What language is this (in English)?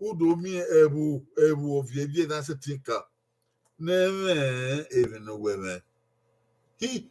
Bini